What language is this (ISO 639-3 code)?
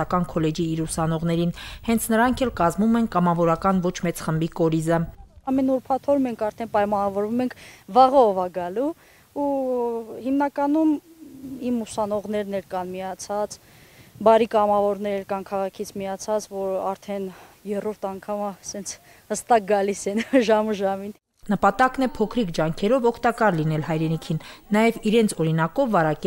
hye